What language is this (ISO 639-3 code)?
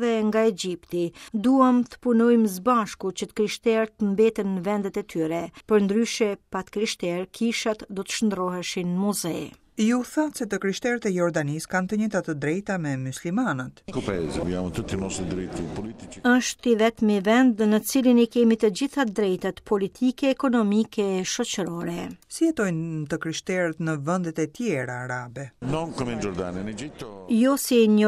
sqi